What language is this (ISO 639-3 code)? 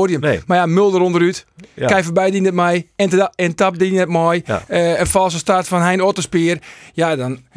fry